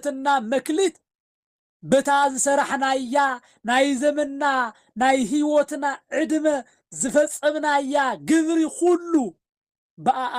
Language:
Tigrinya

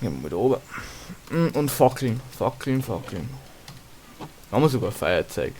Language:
Bavarian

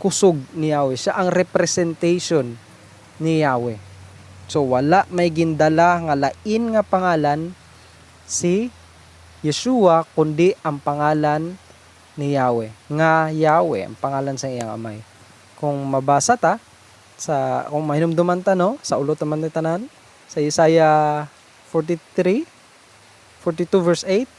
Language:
Hiligaynon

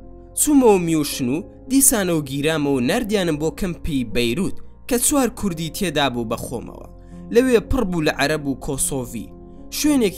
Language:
Central Kurdish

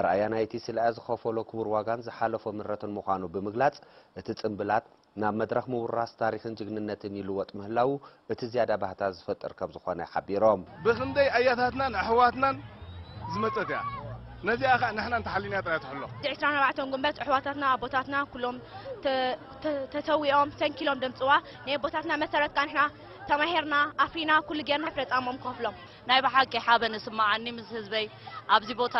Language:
Tigrinya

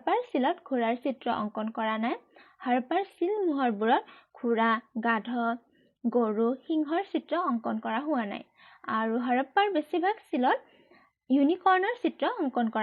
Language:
Assamese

